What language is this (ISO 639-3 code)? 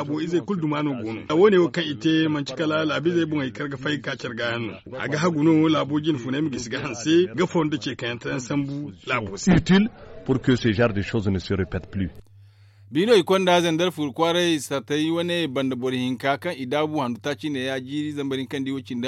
dje